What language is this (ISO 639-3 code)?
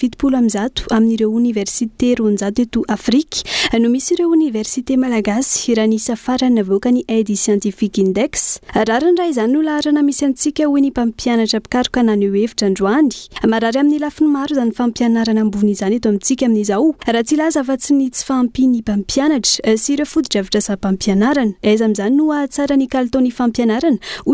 mlg